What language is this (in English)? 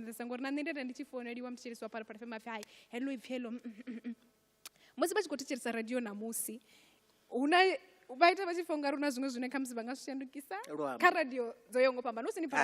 Venda